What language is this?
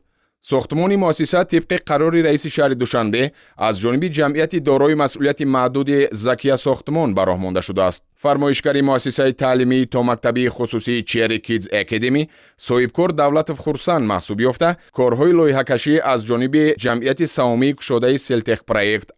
Tajik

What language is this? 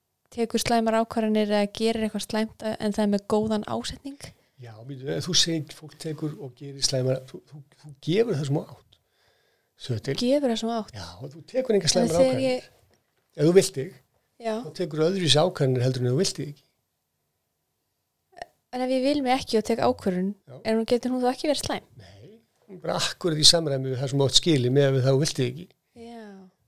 Icelandic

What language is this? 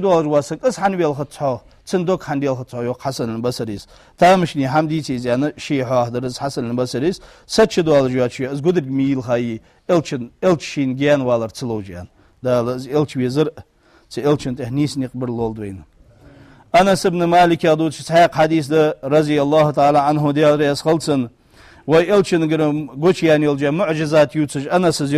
Ingush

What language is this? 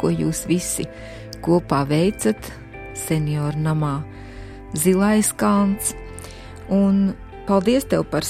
Latvian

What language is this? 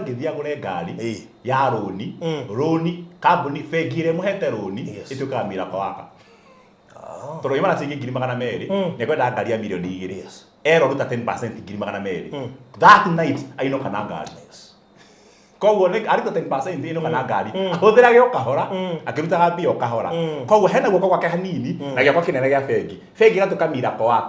Kikuyu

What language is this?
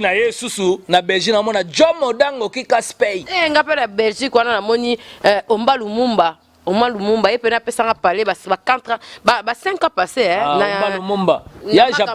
Lingala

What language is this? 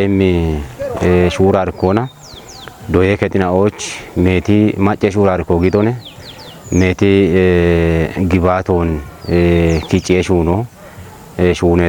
Kafa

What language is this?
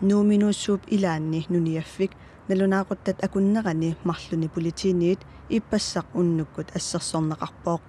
Kalaallisut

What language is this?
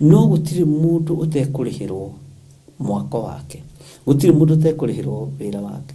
Kikuyu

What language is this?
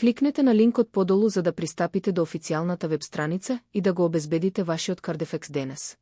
Macedonian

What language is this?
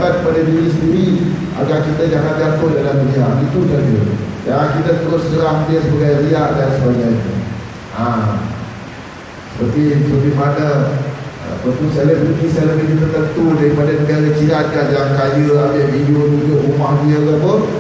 Malay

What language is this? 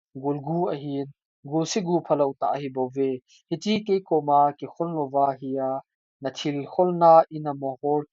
Thado Chin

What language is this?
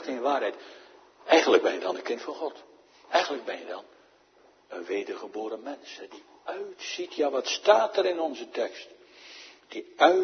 Dutch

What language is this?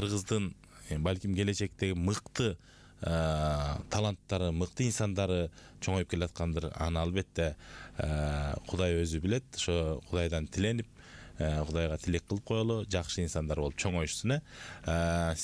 Kyrgyz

